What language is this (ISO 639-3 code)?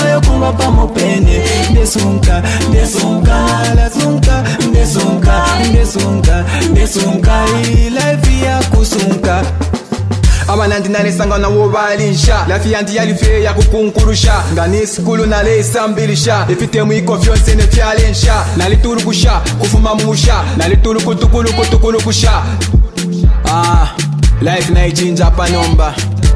bem